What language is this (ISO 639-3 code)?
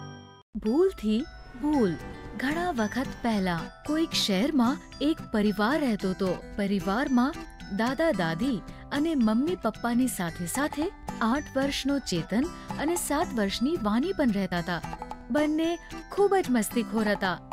guj